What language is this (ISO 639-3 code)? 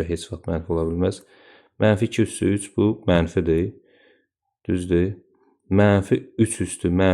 aze